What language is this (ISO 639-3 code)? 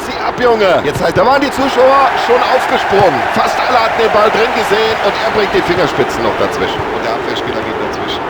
bar